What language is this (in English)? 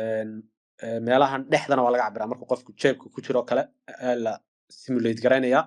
Somali